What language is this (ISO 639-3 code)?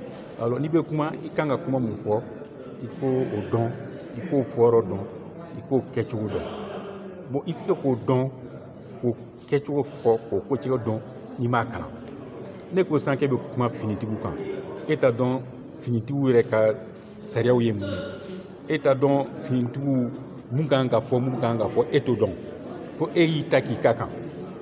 bam